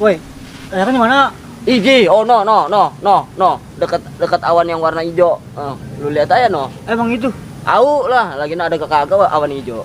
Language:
Betawi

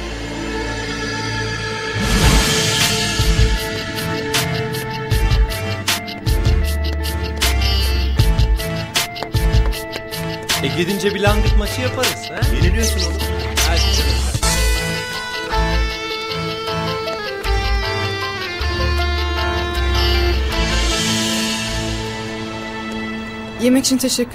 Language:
Turkish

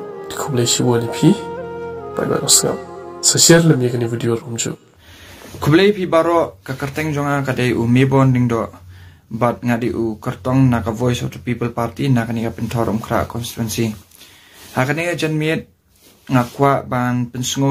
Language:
Khasi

